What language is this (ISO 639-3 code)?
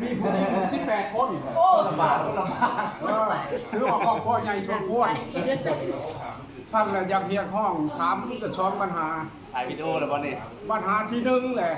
lao